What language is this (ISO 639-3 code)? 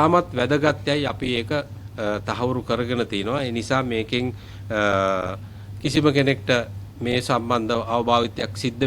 sin